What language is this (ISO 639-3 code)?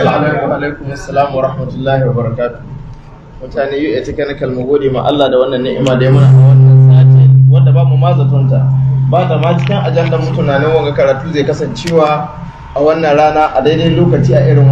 hau